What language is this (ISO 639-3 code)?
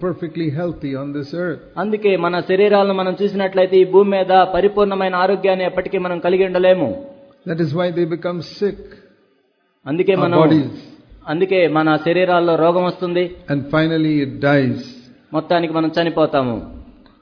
tel